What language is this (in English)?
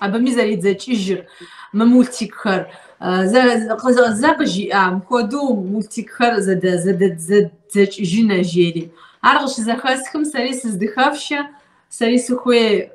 Kabardian